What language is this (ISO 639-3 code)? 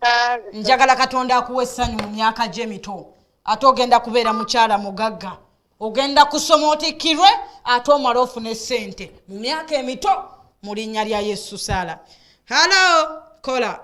lug